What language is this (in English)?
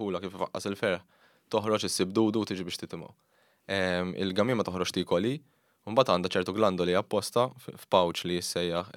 Maltese